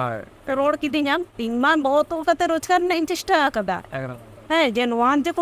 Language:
Santali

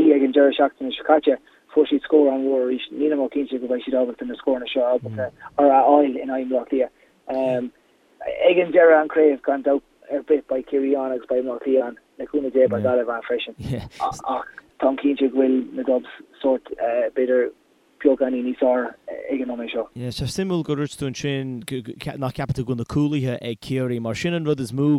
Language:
Irish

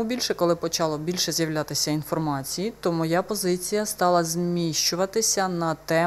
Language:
Ukrainian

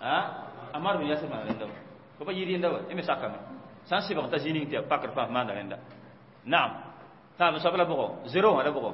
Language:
Mossi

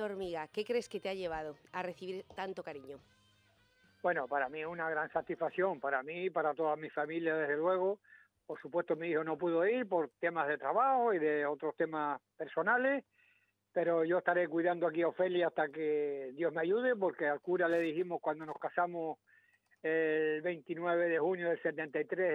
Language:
Spanish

